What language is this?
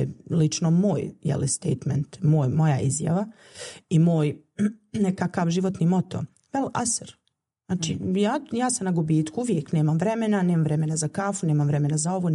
Bosnian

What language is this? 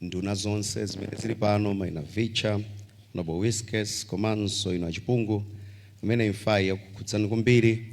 Nyanja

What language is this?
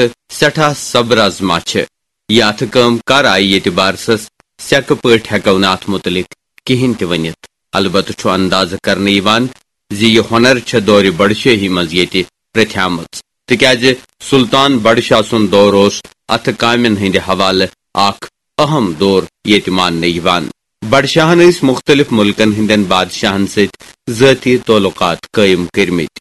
Kashmiri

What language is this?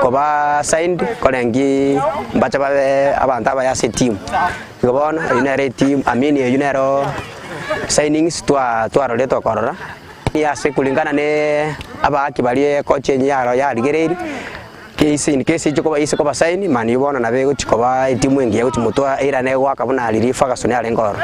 Gusii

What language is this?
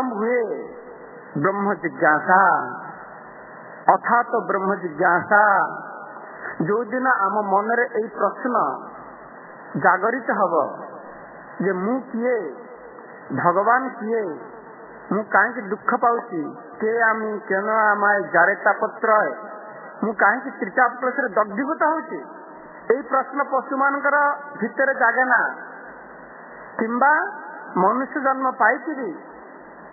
Odia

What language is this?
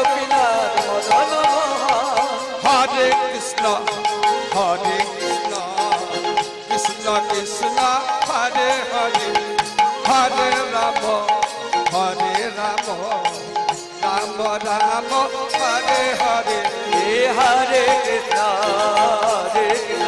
Bangla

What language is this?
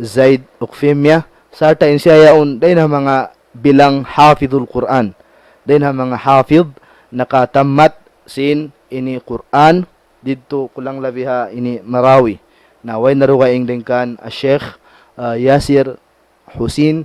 Tausug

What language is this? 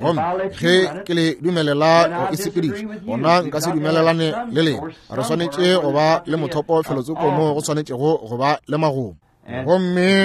Northern Sotho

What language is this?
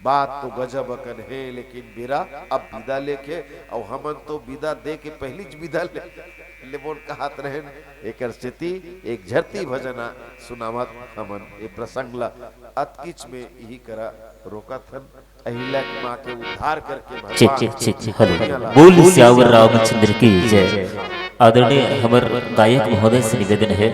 Chhattisgarhi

